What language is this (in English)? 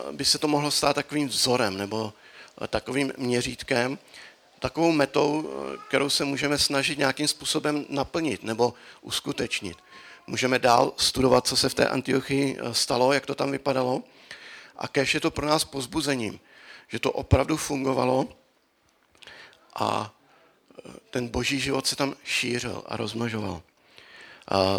Czech